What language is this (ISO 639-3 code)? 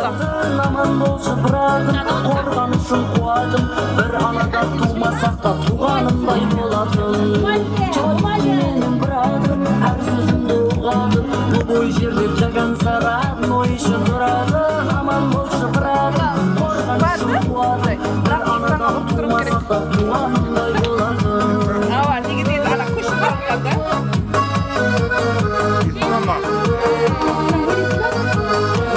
kaz